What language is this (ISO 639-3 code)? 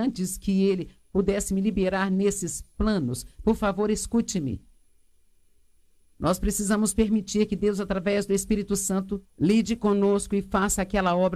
por